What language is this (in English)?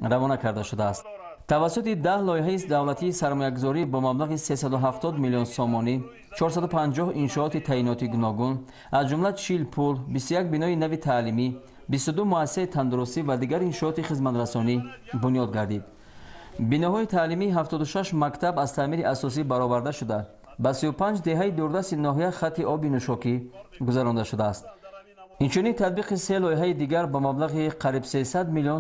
Tajik